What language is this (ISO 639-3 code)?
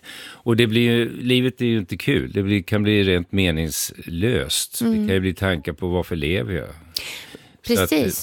swe